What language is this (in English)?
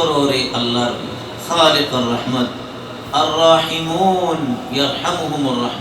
Rohingya